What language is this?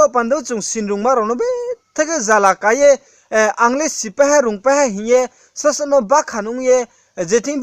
Riang (India)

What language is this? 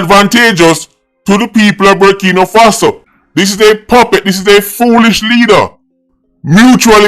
Jamaican Creole English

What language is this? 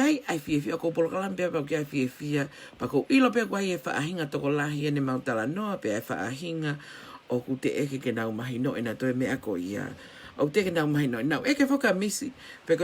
Tongan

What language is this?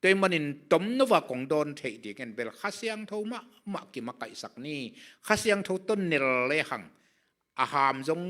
Tedim Chin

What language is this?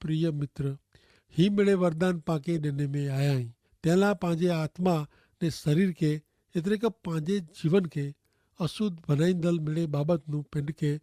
Kachhi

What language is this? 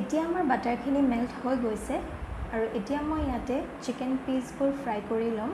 Assamese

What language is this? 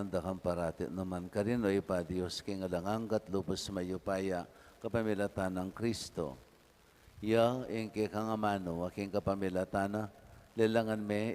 Pampanga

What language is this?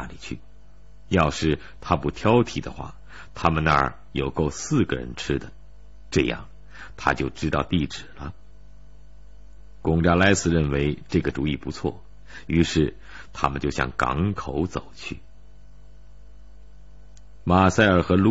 Chinese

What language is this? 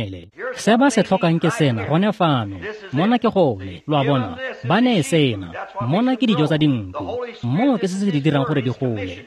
Tswana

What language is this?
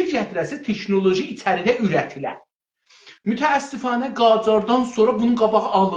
South Azerbaijani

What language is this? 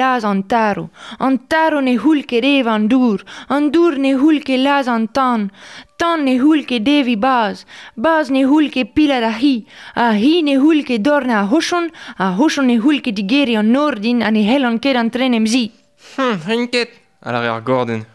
Breton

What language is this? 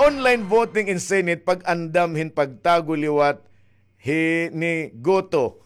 Waray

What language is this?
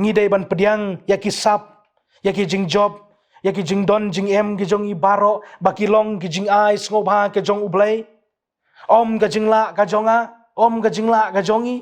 Khasi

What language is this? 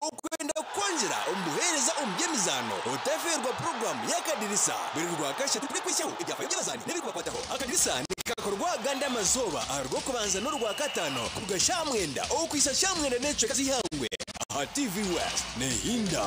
Nyankole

